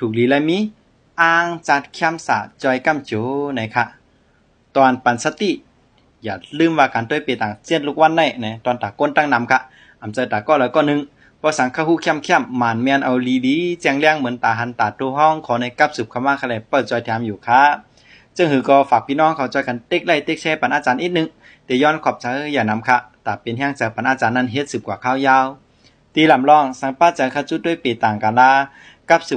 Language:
Shan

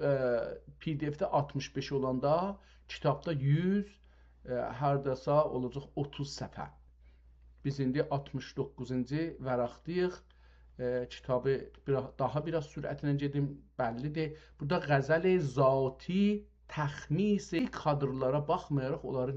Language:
South Azerbaijani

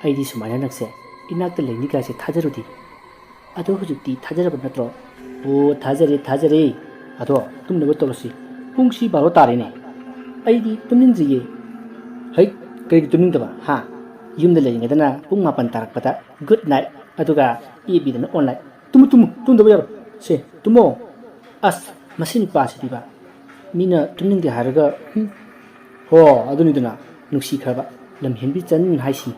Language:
Manipuri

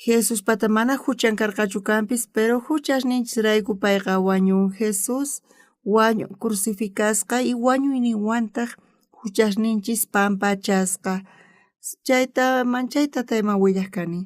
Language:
South Bolivian Quechua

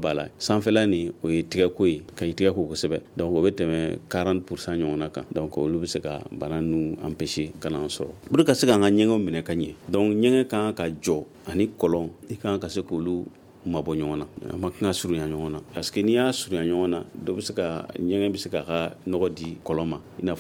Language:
Bambara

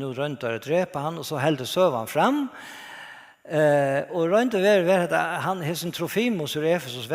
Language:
Faroese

